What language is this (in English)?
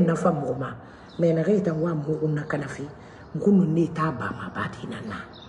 Mandingo